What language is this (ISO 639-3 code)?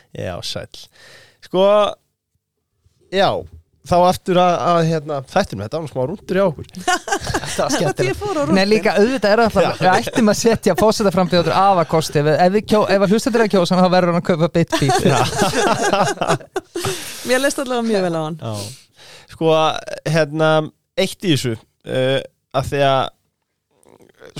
isl